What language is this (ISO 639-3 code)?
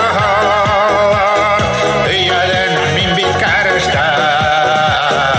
bak